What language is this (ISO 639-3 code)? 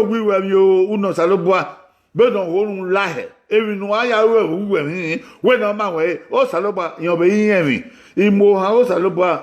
bin